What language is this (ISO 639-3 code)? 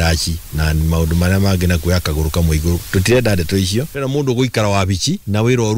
kik